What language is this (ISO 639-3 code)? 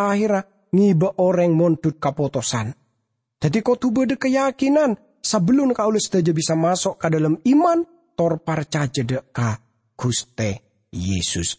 mad